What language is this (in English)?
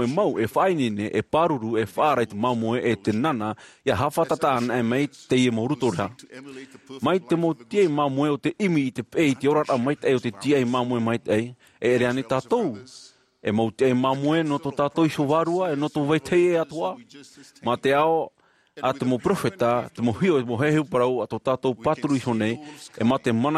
Tahitian